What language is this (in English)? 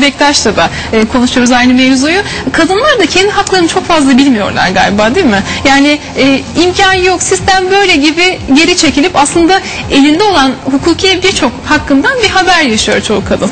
Turkish